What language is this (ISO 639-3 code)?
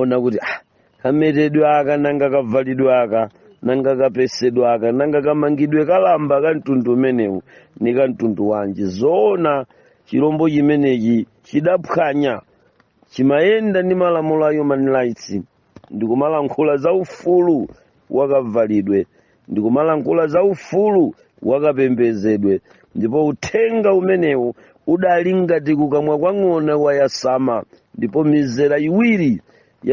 nya